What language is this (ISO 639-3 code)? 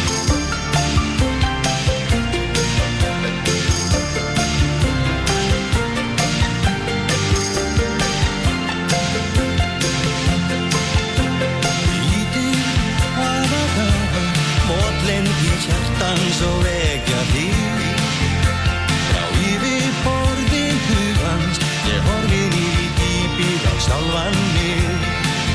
isl